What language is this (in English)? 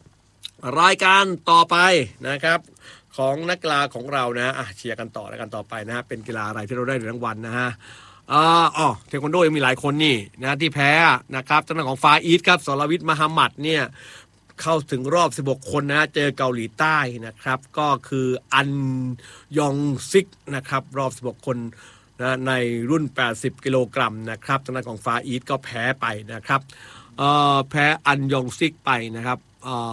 Thai